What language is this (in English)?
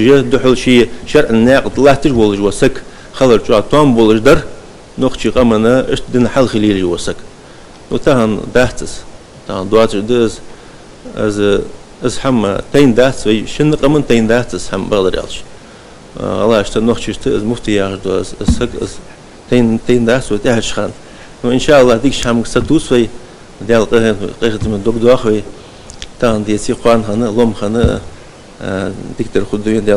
Ingush